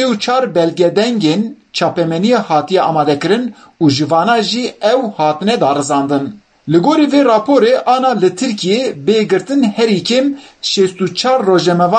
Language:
Kurdish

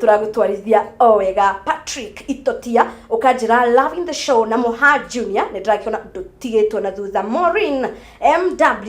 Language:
Kikuyu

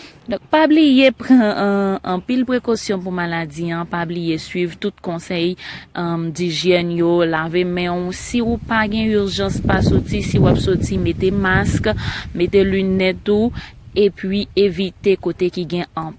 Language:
Haitian Creole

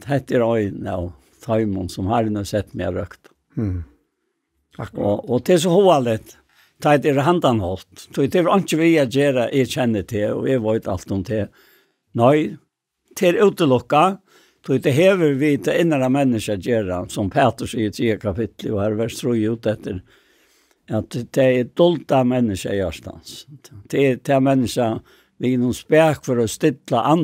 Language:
Faroese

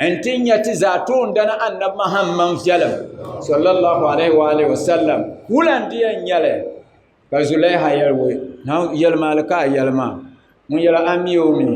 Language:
Dagbani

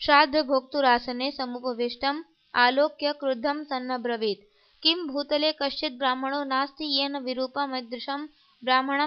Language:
Sanskrit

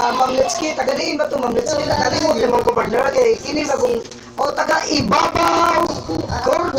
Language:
Cebuano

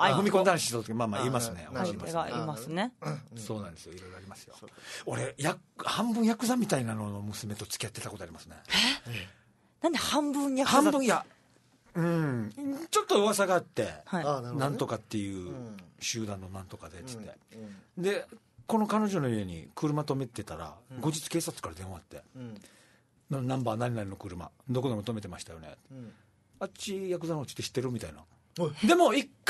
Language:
Japanese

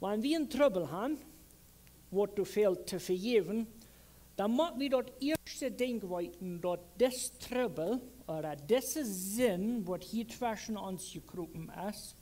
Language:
Plautdietsch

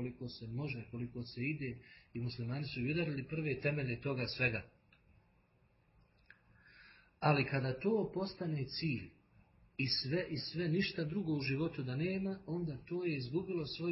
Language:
Bosnian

